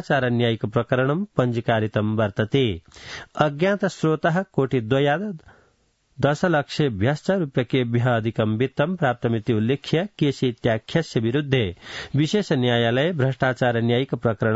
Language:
Sanskrit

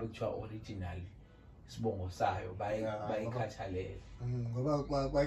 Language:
Zulu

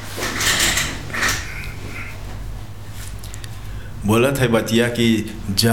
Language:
Bhojpuri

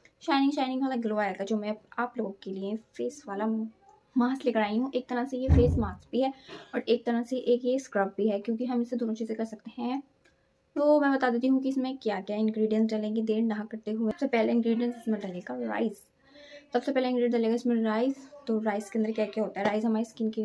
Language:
Hindi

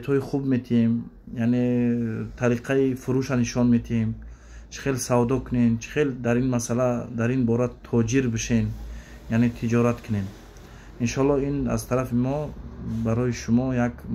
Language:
Tajik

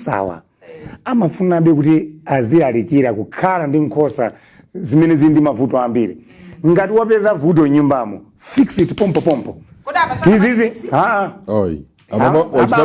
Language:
Nyanja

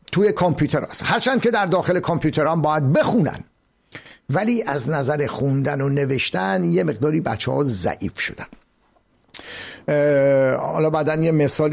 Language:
Persian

